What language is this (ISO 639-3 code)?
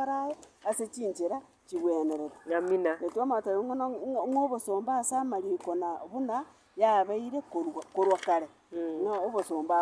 guz